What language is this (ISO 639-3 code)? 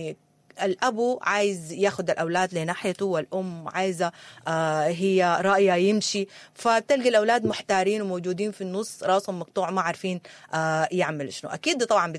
apd